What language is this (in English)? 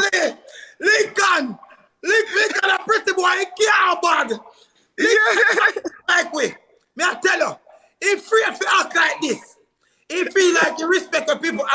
Jamaican Creole English